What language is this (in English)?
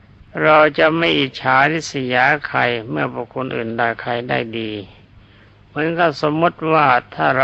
Thai